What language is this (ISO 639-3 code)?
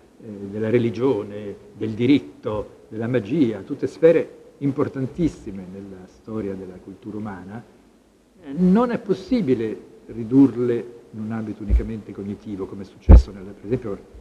ita